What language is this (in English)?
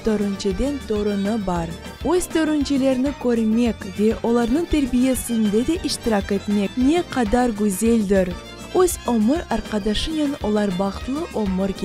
Crimean Tatar